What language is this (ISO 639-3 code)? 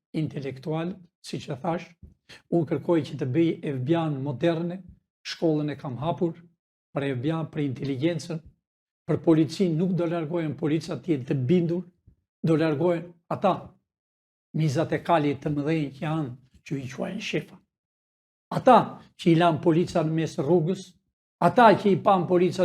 sqi